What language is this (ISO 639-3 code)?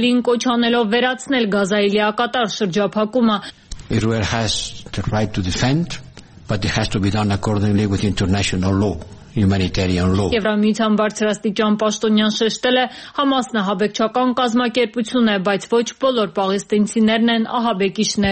hye